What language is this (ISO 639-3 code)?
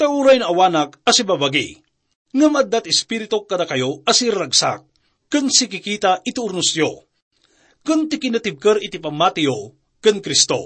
ilo